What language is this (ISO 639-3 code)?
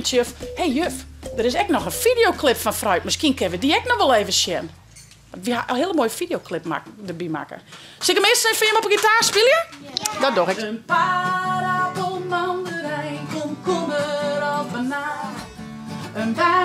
fry